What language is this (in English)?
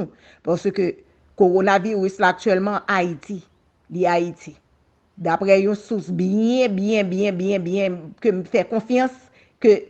Haitian Creole